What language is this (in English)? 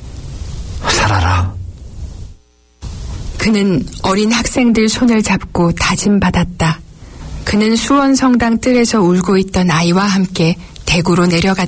Korean